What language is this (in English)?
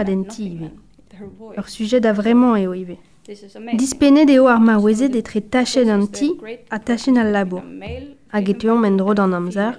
Breton